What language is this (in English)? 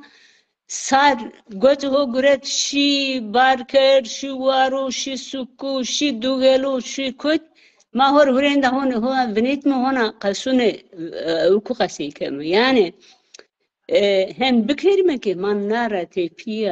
Zaza